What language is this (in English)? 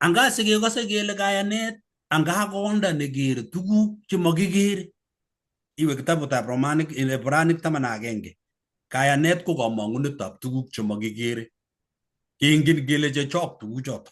Kalenjin